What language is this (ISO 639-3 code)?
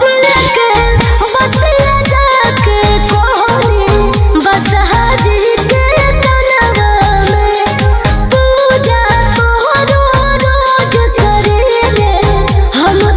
bho